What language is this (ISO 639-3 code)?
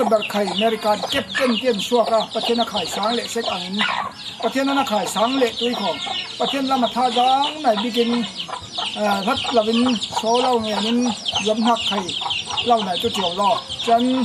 cfm